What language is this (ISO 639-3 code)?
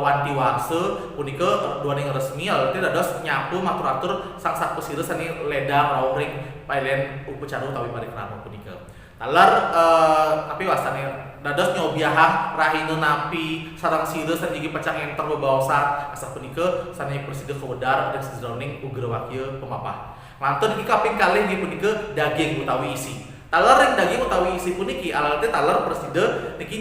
ban